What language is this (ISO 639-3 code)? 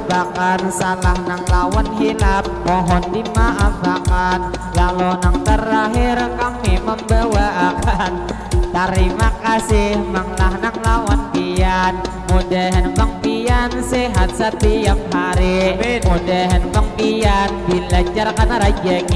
bjn